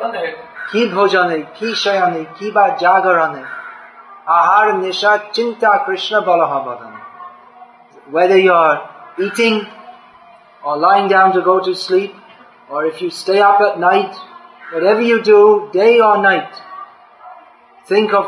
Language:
Kannada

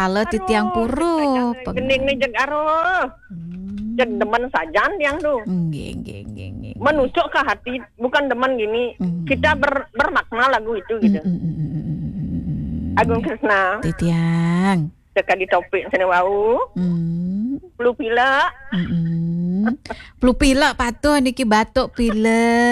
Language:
Balinese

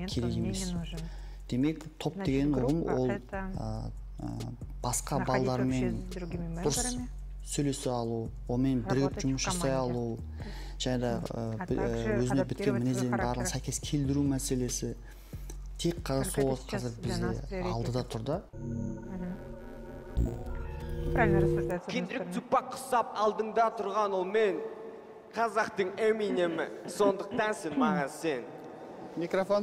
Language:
Kazakh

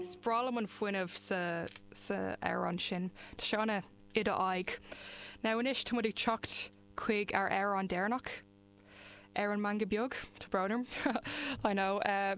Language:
Irish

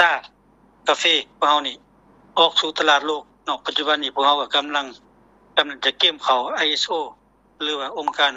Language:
Lao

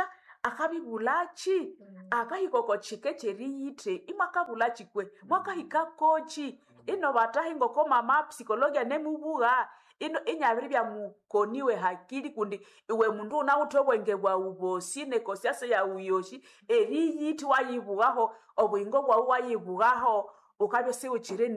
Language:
Nande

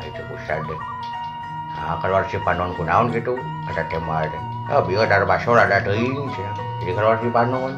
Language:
Sundanese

